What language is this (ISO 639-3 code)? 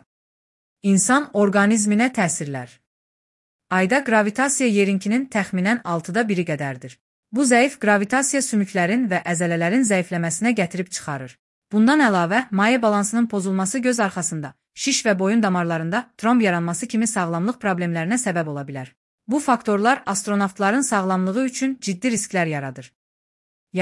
aze